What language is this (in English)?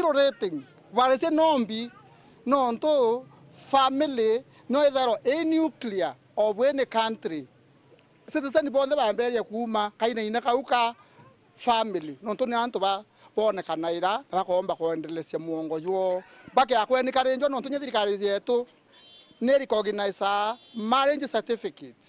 Meru